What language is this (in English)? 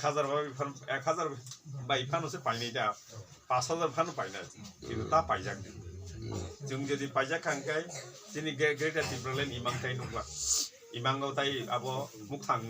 Kok Borok